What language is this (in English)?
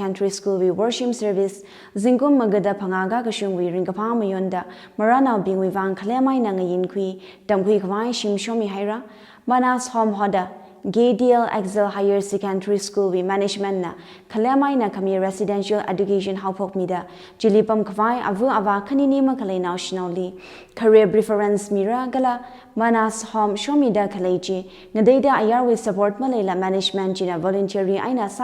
Tangkhul Naga (India)